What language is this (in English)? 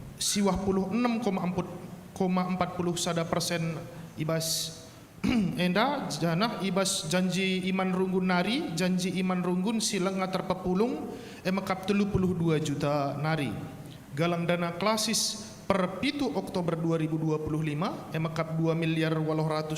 Batak Karo